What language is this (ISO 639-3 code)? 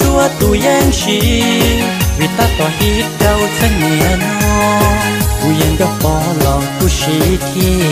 hmn